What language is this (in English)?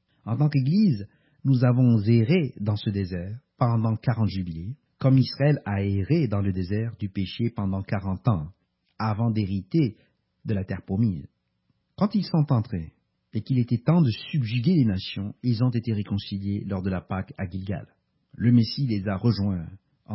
French